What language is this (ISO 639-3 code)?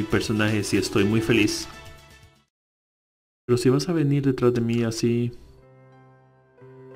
spa